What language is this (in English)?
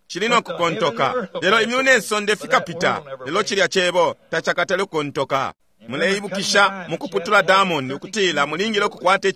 Bemba